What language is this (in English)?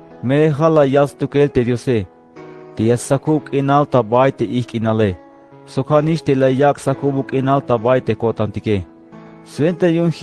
Tzeltal